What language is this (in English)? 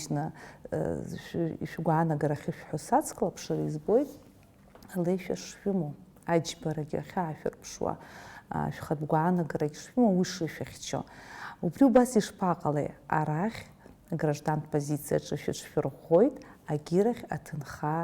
Abkhazian